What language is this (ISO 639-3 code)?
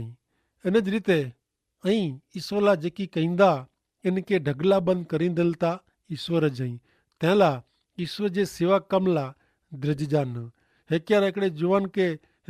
kfr